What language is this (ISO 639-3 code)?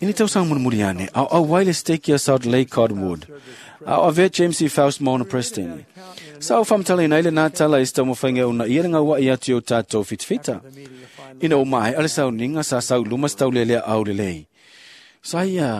smo